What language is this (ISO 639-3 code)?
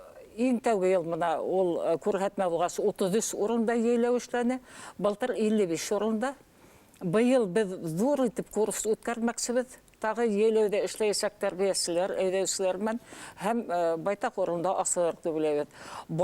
bak